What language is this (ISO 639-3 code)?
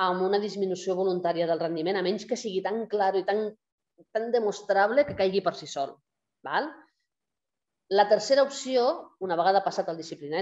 cat